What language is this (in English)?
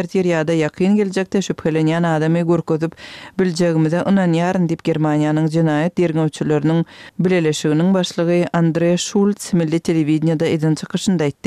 Kyrgyz